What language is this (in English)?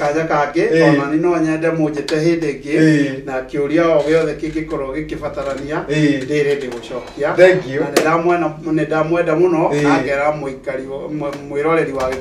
Kikuyu